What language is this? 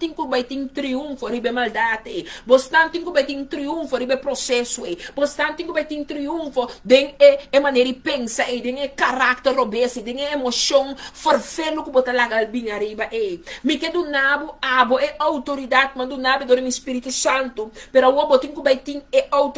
Papiamento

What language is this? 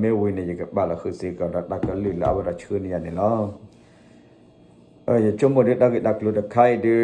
S'gaw Karen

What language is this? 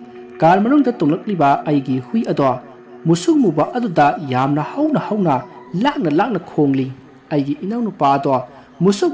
Manipuri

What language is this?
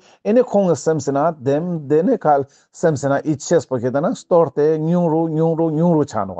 Ladakhi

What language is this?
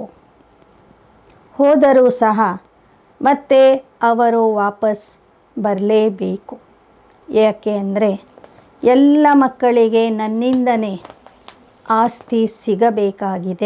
Kannada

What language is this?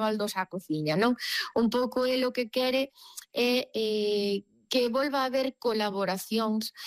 Galician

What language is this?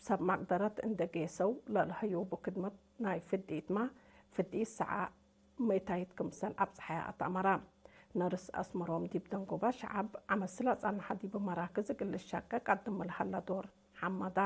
Tigre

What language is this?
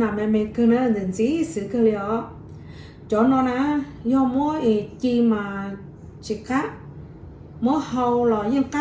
Hmong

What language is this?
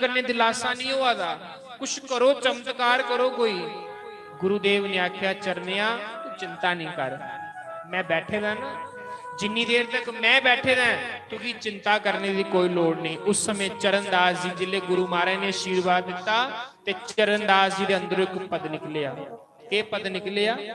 Dogri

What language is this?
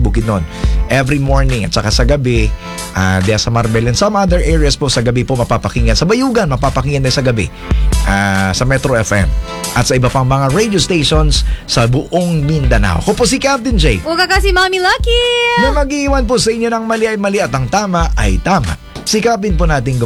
Filipino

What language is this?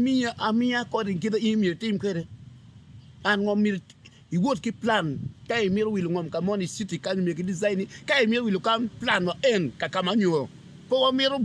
Acoli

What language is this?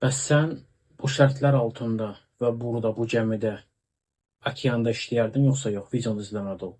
Azerbaijani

